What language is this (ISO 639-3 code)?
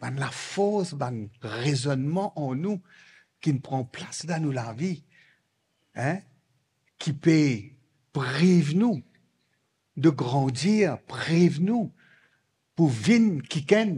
mfe